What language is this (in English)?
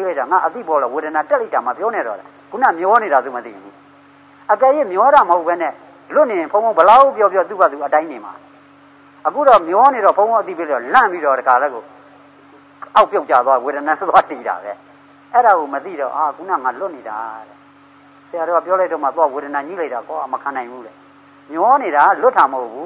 Burmese